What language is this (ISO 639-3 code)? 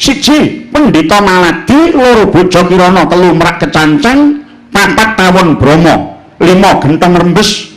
jav